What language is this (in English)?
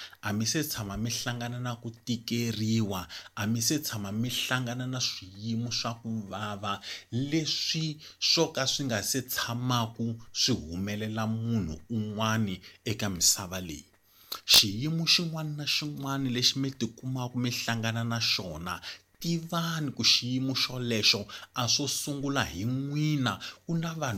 Tsonga